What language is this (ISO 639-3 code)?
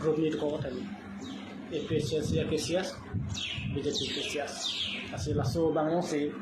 mjw